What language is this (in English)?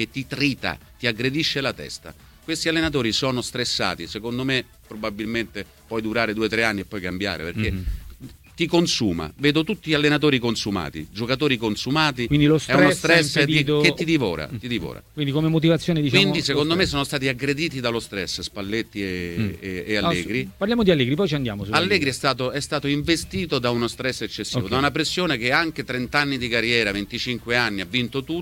Italian